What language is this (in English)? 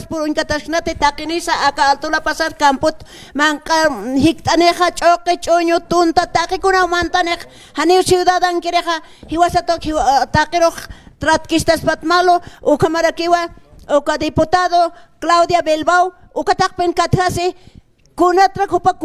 Aymara